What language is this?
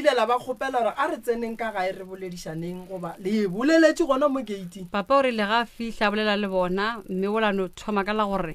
Northern Sotho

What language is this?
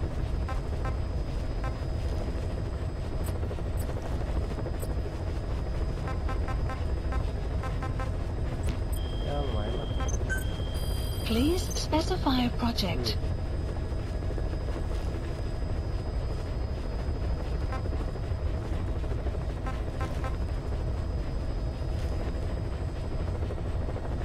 Indonesian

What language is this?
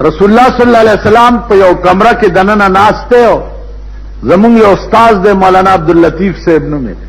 Pashto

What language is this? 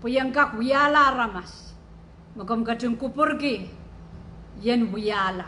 Pohnpeian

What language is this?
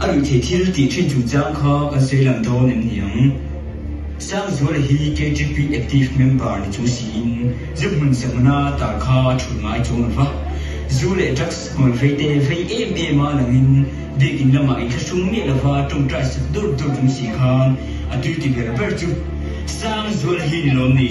Mizo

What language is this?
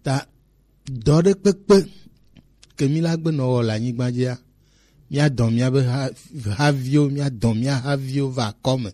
Gen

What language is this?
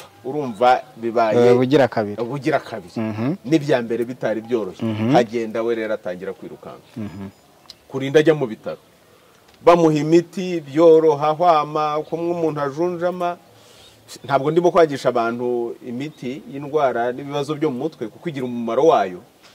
Kinyarwanda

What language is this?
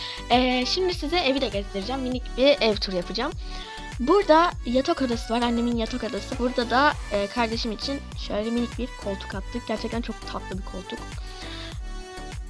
Turkish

